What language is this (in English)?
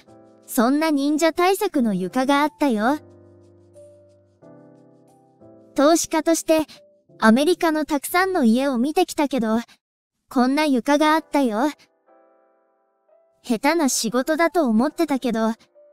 Japanese